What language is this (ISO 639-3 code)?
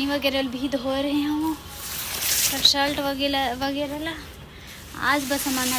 hne